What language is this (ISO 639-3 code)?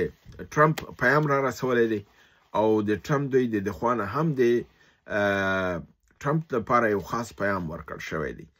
pus